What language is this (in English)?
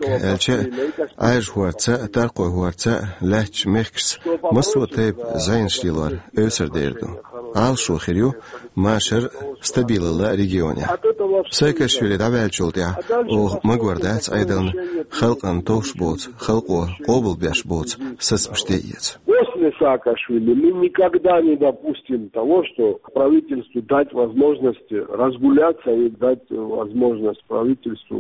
Chechen